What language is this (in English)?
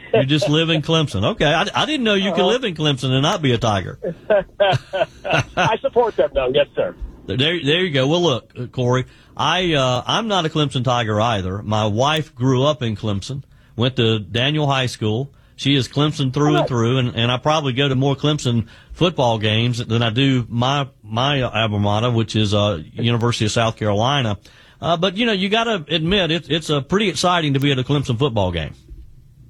English